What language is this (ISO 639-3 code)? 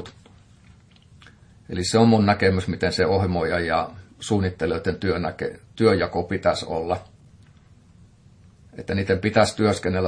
fin